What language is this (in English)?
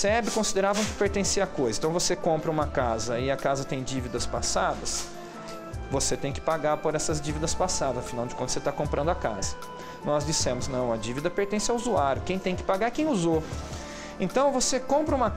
Portuguese